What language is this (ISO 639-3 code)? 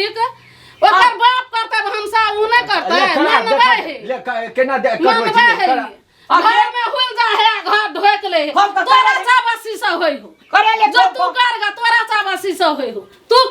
mai